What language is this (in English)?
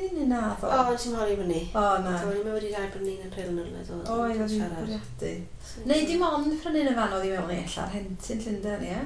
Welsh